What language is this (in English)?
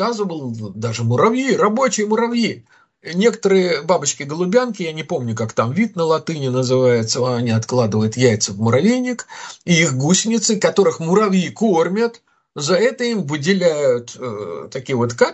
Russian